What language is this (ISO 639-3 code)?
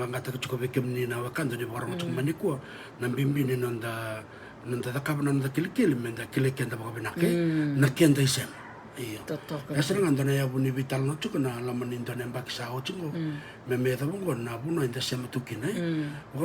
fij